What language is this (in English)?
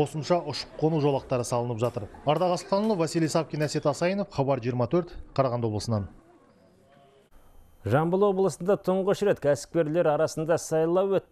Kazakh